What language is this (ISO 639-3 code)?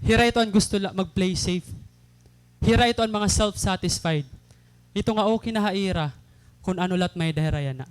war